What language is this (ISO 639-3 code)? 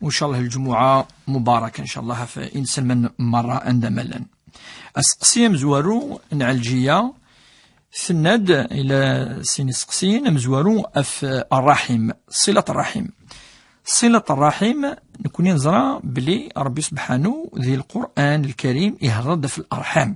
kab